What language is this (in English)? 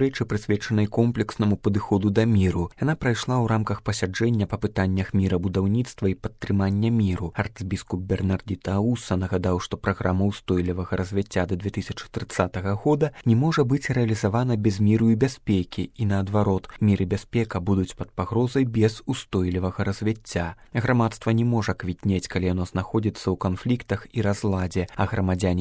Belarusian